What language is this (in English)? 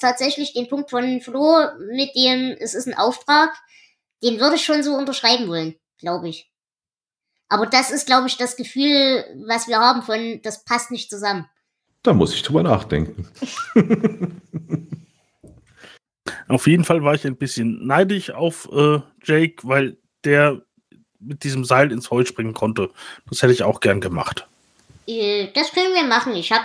German